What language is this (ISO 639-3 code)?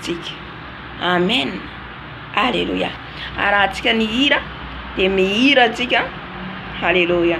mlg